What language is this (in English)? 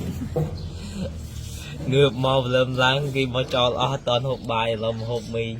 Khmer